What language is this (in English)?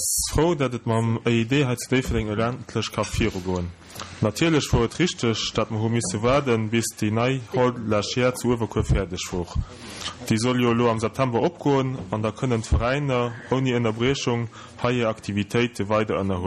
Luxembourgish